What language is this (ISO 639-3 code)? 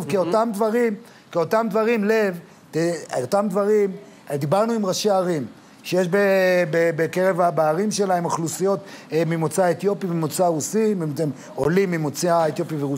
heb